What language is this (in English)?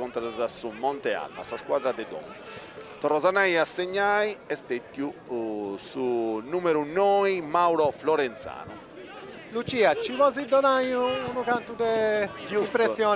Sardinian